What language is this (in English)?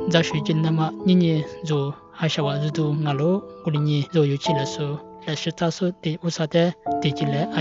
Lisu